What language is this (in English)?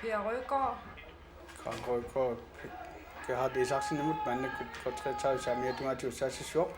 Kalaallisut